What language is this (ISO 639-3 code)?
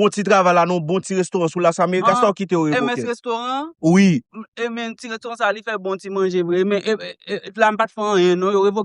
hat